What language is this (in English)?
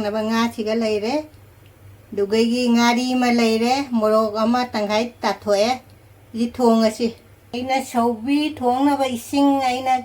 Manipuri